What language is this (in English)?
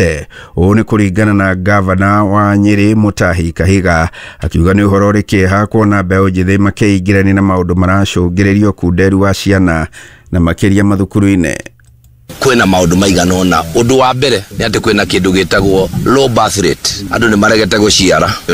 Kikuyu